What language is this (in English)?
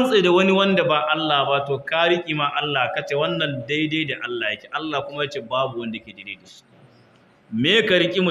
Hausa